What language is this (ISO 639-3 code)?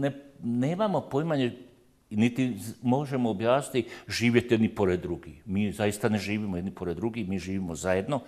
bos